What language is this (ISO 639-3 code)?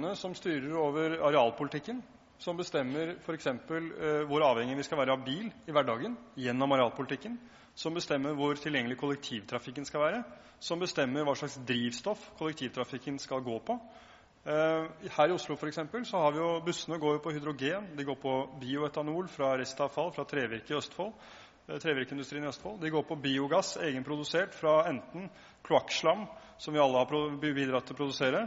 nor